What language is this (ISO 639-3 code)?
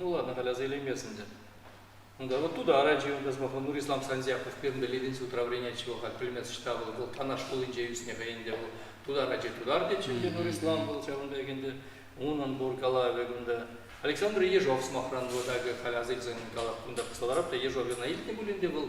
chv